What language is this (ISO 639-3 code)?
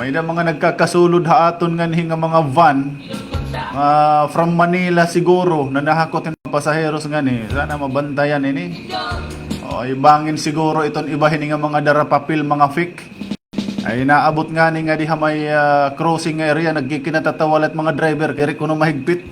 war